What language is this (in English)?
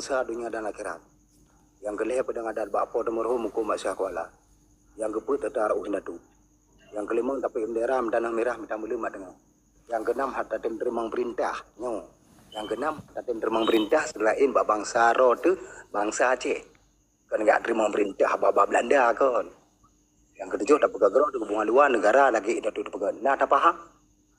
Achinese